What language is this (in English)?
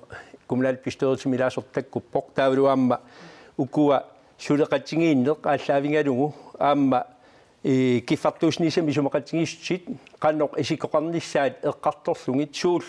Kalaallisut